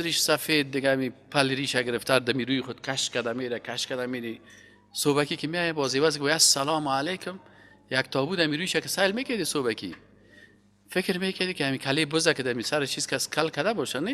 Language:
Persian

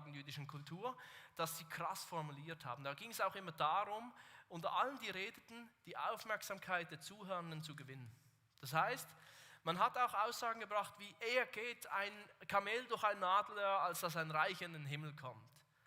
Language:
Swiss German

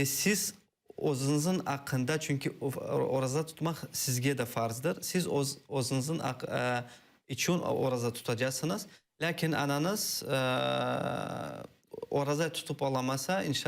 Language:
Crimean Tatar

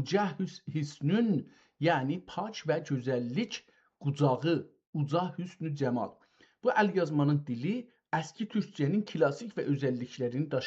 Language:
South Azerbaijani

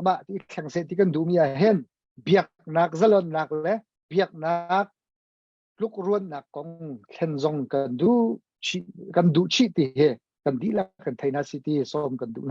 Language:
Hakha Chin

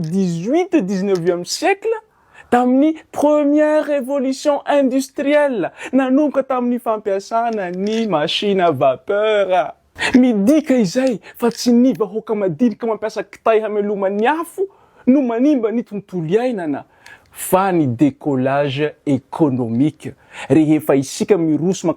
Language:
Malagasy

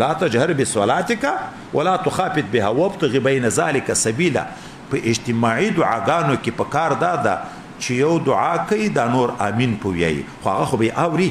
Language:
Pashto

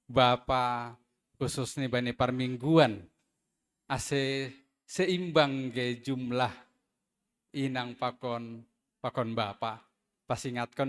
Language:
Batak Simalungun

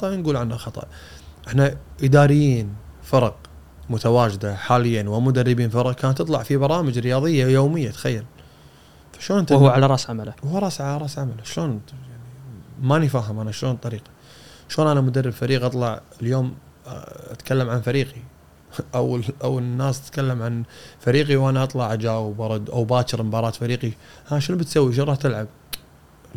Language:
Gulf Arabic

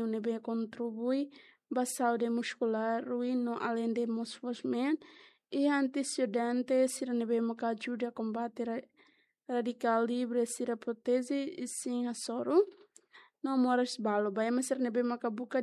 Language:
Tetum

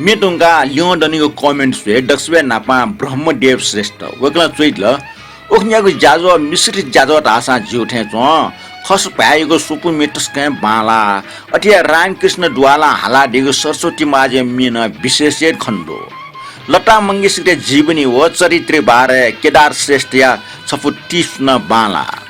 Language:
Newari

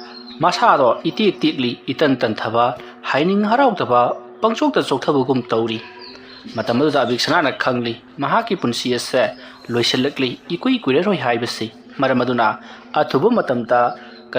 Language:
Manipuri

